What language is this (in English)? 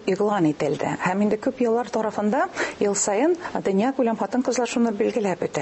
Tatar